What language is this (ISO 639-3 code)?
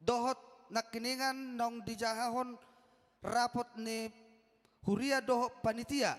bbc